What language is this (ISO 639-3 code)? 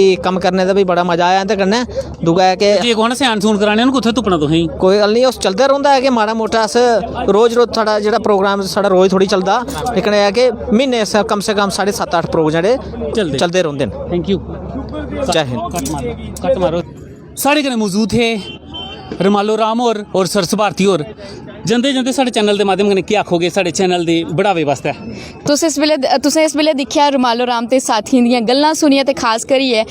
doi